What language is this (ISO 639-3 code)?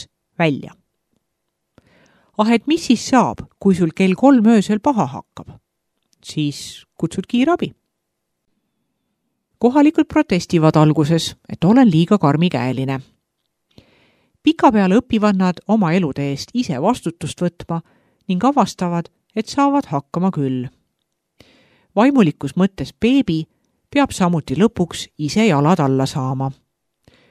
est